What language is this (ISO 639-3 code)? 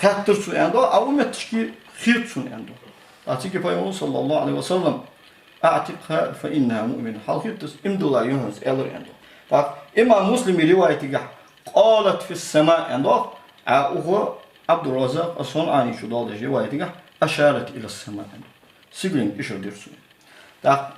inh